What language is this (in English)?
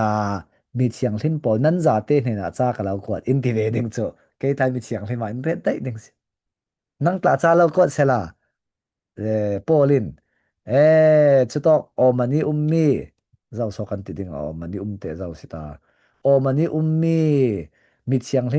Falam Chin